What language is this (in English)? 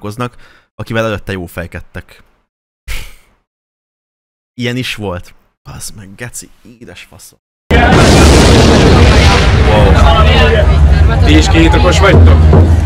Hungarian